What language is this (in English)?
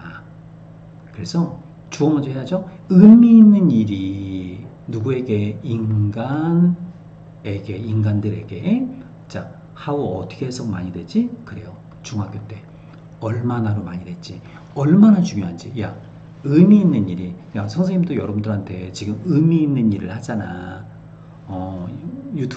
Korean